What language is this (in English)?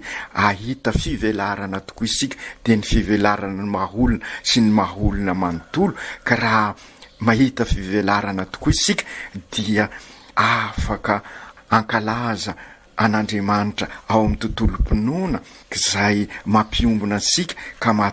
Malagasy